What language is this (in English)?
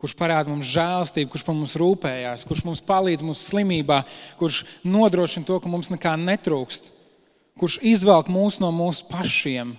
Latvian